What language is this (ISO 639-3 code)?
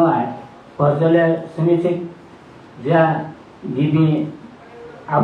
new